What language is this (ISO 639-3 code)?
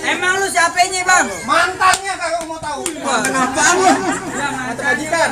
bew